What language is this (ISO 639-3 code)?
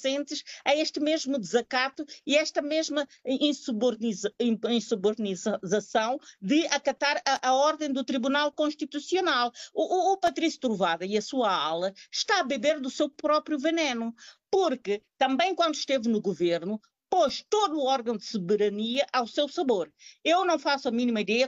por